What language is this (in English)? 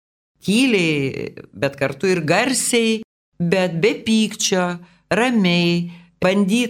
Lithuanian